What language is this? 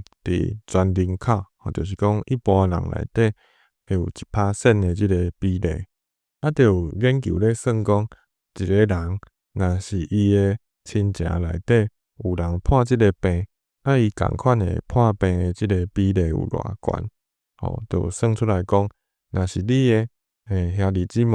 Min Nan Chinese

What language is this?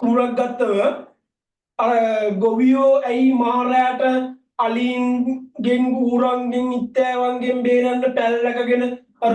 Sinhala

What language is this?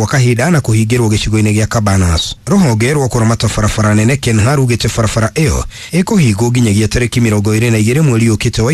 Kikuyu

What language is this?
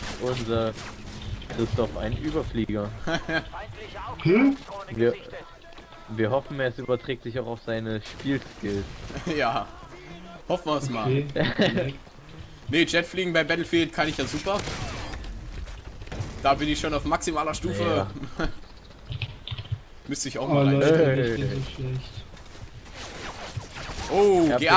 German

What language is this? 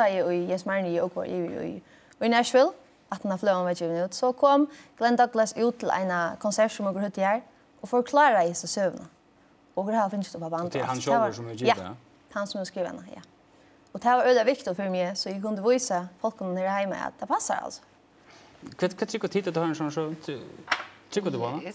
Faroese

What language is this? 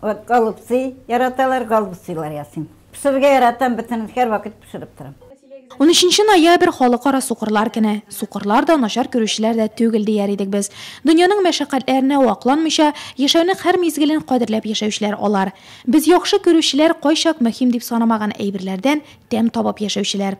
Tatar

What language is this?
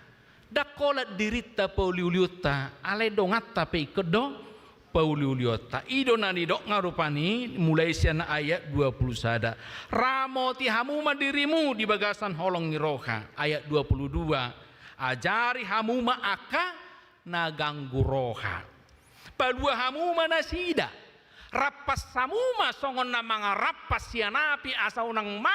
Batak Toba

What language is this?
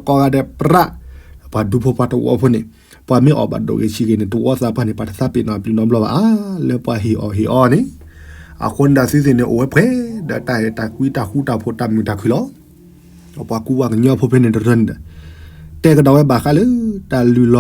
S'gaw Karen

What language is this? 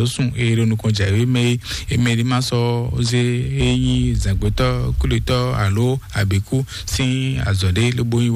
Fon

